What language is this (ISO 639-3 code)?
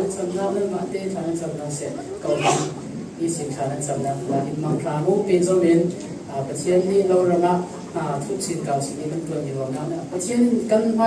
cfm